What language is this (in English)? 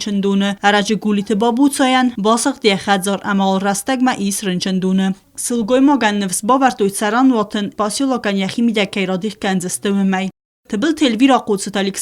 Ossetic